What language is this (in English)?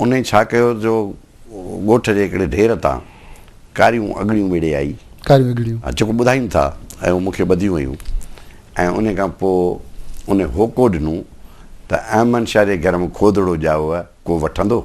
Sindhi